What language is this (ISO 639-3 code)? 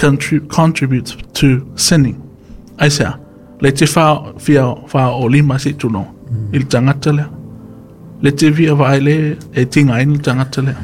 smo